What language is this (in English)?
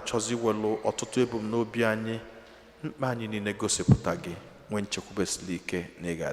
Igbo